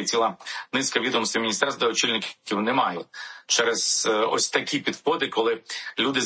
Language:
Ukrainian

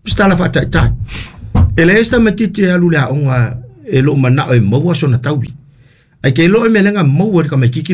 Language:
Samoan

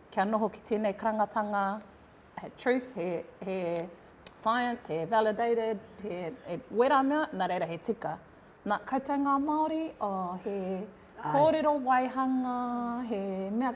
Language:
Māori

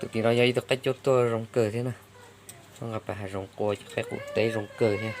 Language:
Hmong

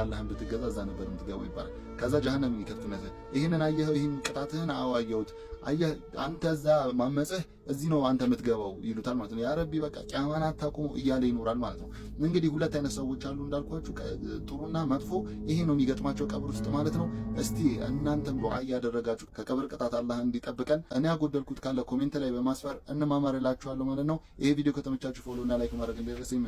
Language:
Amharic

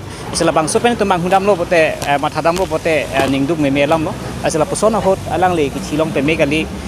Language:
Karbi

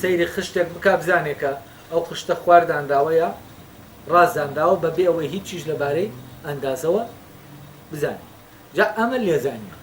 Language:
Central Kurdish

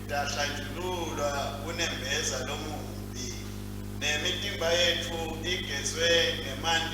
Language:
Swati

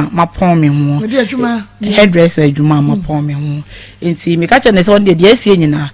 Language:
Akan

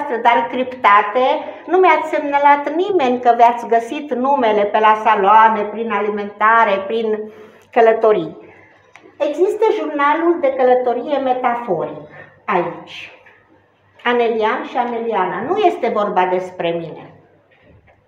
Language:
Romanian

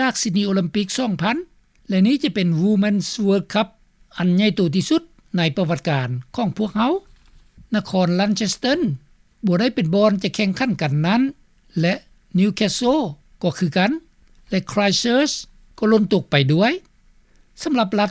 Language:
Lao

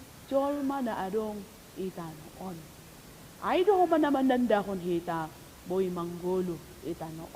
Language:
Batak Simalungun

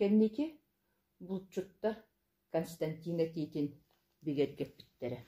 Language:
Yakut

